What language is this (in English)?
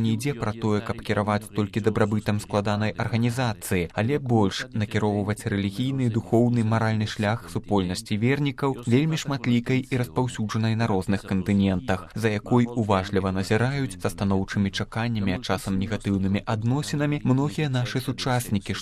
Belarusian